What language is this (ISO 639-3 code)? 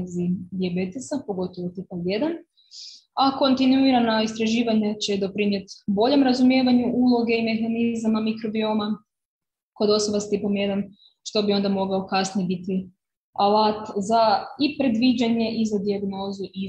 hrv